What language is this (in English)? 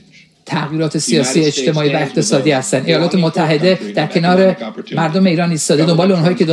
Persian